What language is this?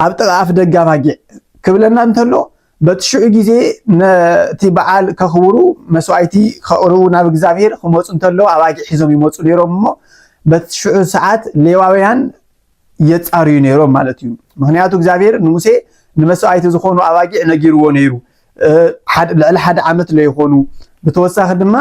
Tigrinya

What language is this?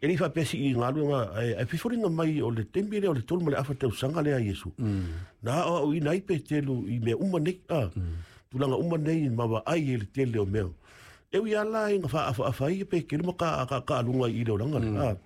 Samoan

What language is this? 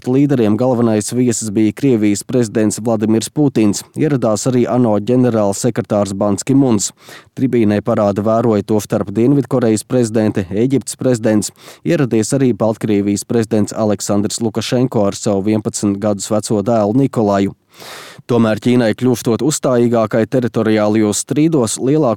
Latvian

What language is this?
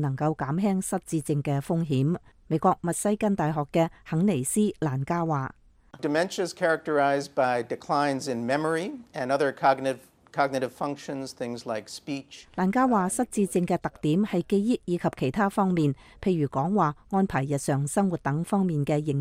Cantonese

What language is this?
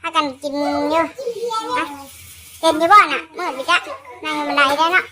Northeastern Thai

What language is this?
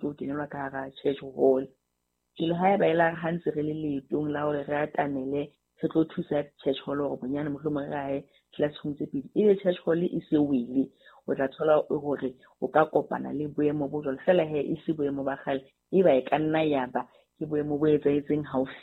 Southern Sotho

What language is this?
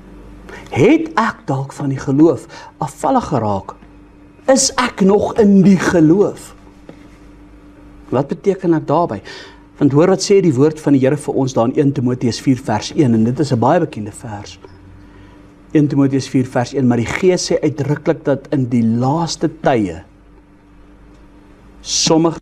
Afrikaans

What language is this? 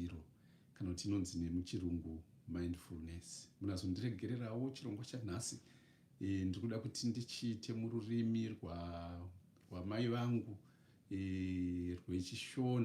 Shona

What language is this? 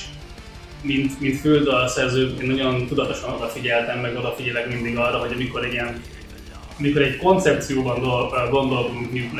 Hungarian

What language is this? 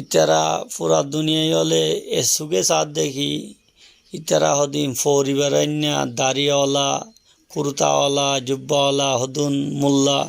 Rohingya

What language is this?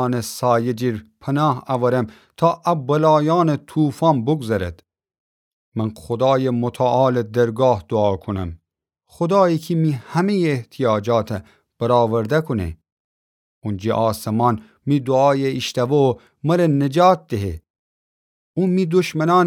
Gilaki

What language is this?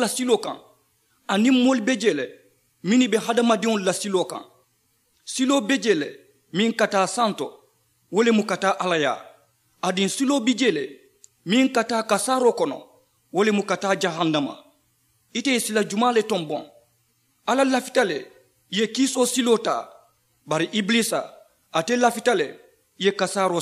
Mandingo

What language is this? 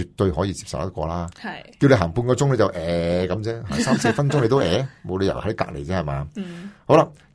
Cantonese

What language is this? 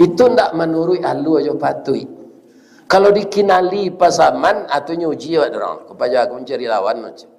Minangkabau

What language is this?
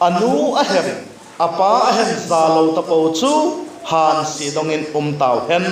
Vaiphei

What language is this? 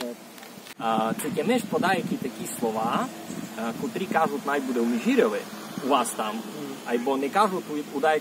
Rusyn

